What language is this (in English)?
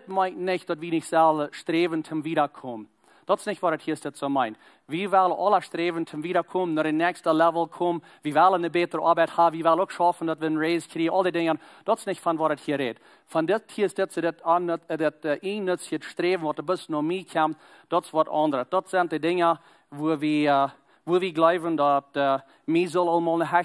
Plautdietsch